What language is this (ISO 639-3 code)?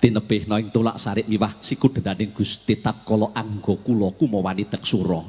jav